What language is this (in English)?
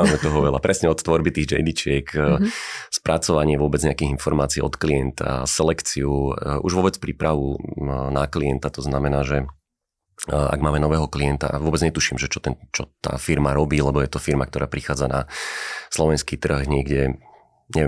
Slovak